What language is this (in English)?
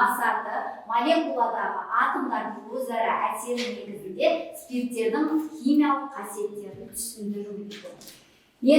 Kazakh